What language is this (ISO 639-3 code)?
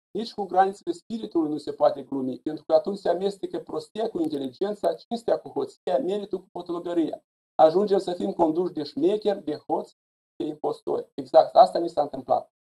ron